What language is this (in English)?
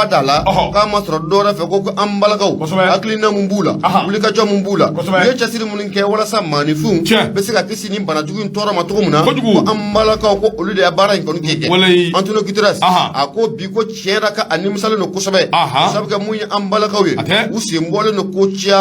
Bambara